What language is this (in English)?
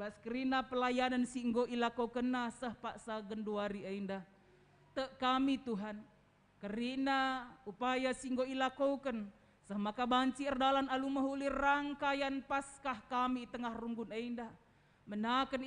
Batak Karo